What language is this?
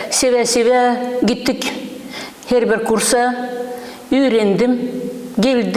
Gagauz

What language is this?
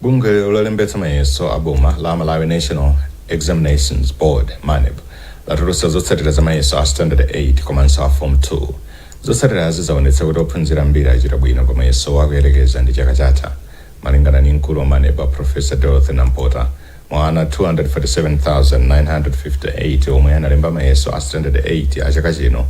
Nyanja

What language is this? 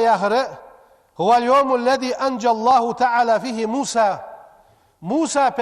Ingush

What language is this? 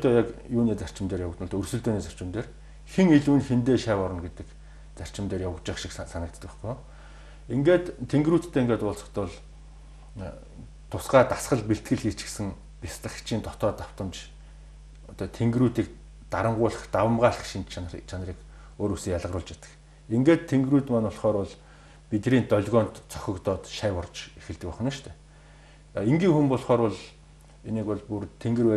Mongolian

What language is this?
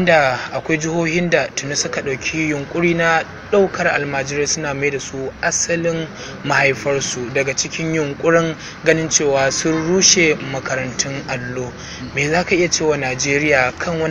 Hausa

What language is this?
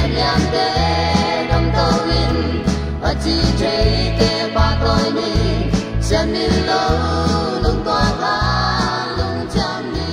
Tedim Chin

